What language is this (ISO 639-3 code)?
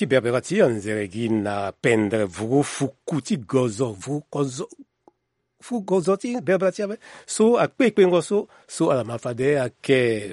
sag